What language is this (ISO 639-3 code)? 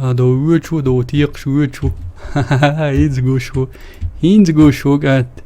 che